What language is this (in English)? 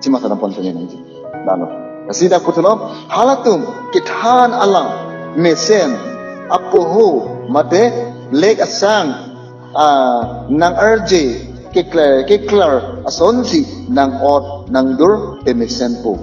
Karbi